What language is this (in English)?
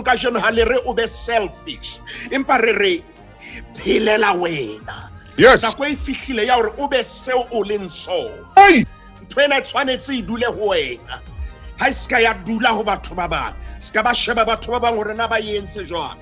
Southern Sotho